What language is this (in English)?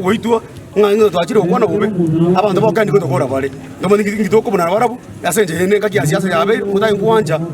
Gusii